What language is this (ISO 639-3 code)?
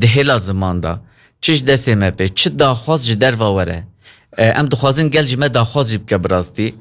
kur